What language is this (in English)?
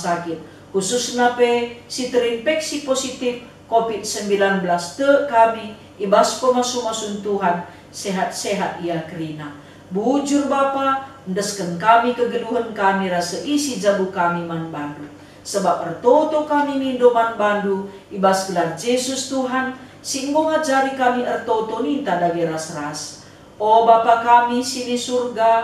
Batak Karo